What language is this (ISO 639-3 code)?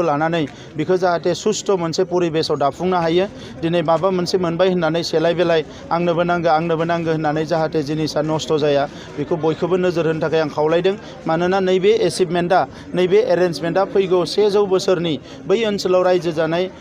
brx